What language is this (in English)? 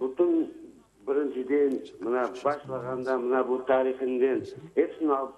Crimean Tatar